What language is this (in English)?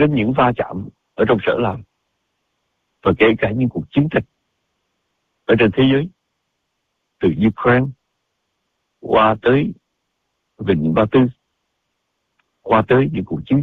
Vietnamese